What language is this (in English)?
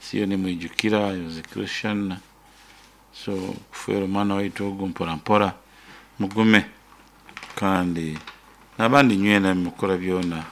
Nyoro